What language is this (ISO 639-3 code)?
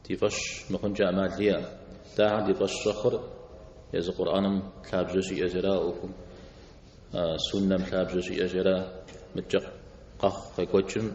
kbd